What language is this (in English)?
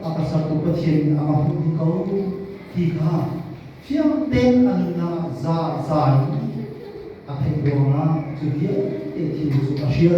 Hakha Chin